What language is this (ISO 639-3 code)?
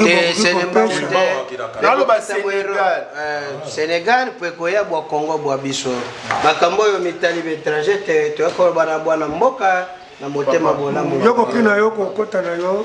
lin